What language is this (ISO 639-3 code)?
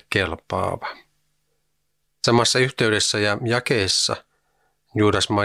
fin